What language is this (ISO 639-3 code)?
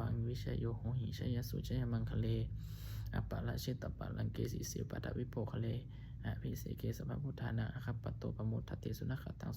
pli